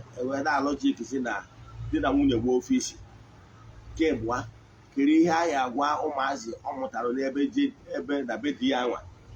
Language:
Igbo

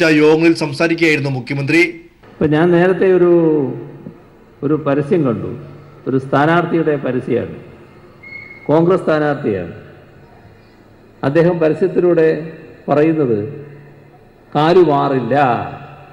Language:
Malayalam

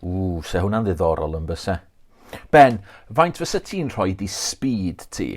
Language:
Welsh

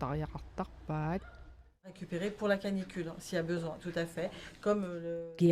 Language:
Kalaallisut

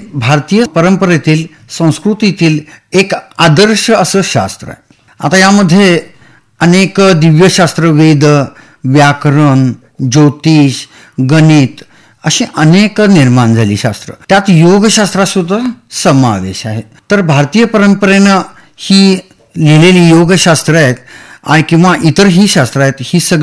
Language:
Marathi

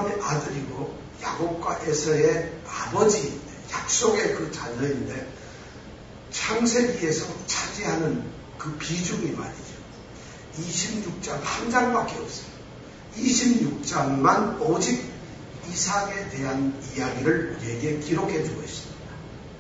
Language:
Korean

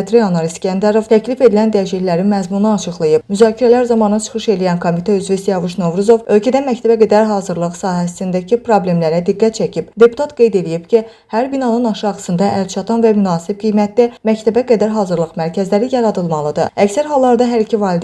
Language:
Azerbaijani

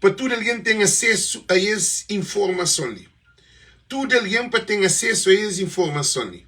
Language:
Kabuverdianu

